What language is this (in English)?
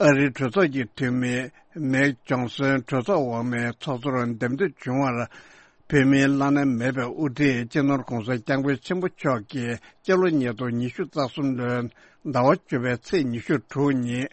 Tibetan